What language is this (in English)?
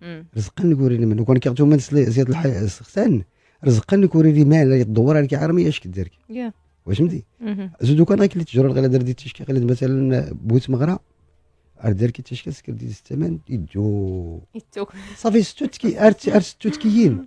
Moroccan Arabic